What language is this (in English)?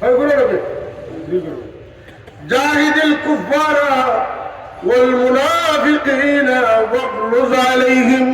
Sylheti